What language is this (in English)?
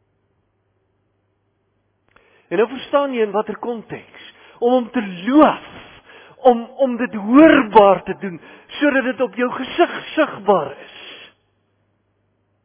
Afrikaans